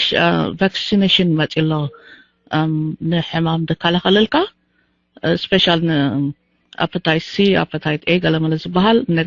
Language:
Tigrinya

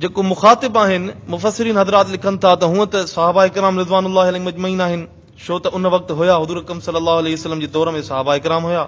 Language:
Sindhi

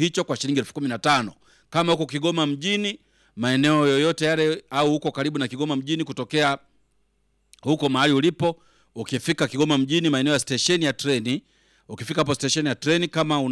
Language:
Swahili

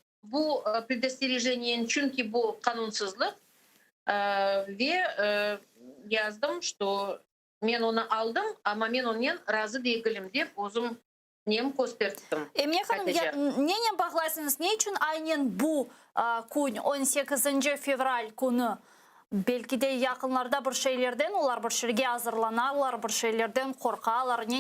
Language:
Crimean Tatar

